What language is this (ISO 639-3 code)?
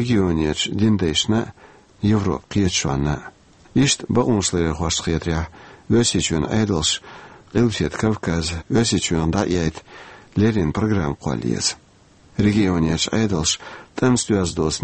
che